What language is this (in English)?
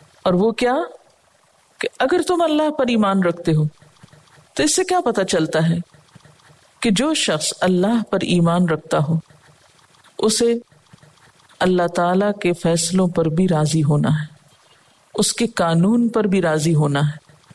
Urdu